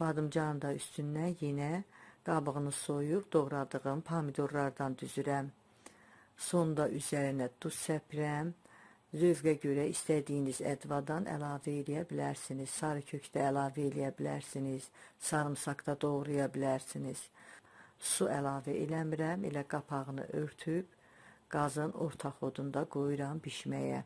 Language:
Azerbaijani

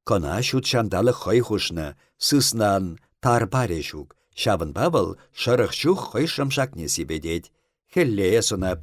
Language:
Chuvash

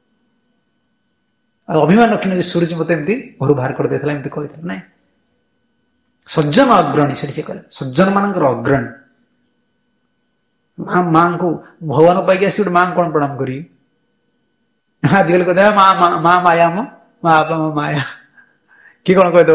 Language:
Odia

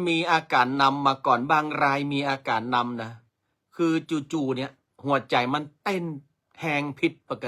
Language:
Northern Thai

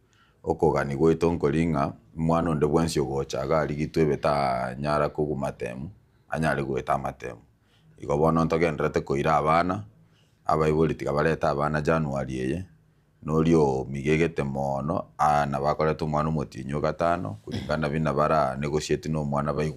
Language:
Gusii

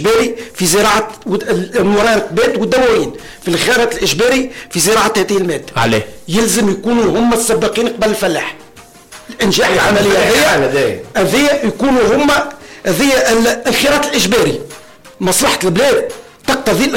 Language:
Tunisian Arabic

